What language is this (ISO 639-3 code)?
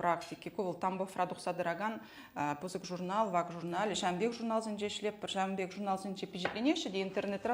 chv